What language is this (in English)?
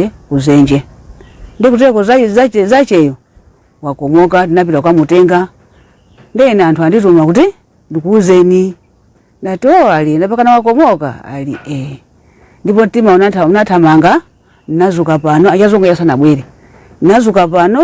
Nyanja